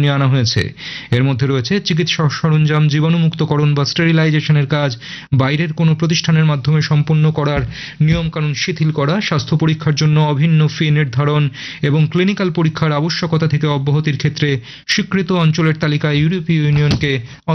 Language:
Bangla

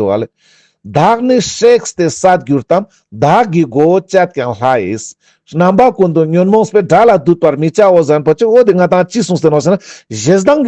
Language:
Ladakhi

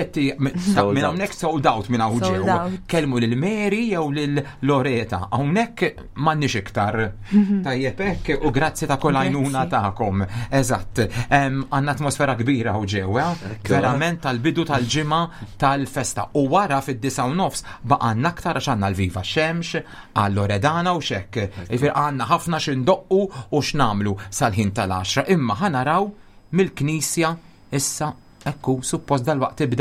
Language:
Maltese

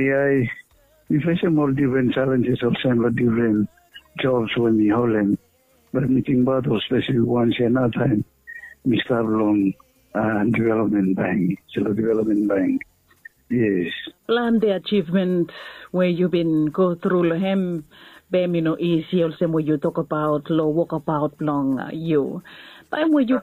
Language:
Bislama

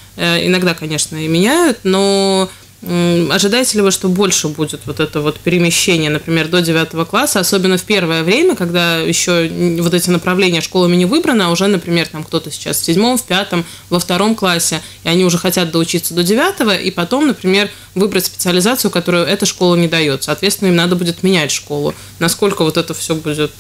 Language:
Russian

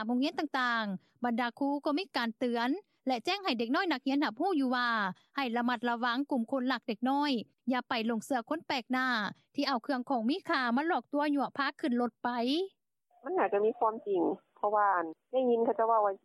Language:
Lao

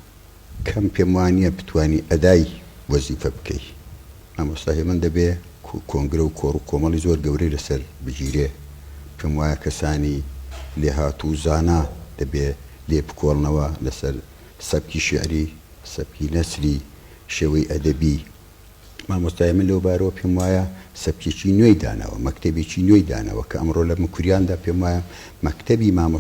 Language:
Central Kurdish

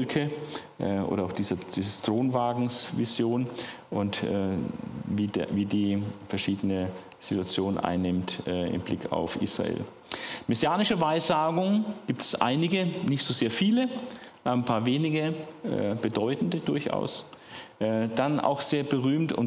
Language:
German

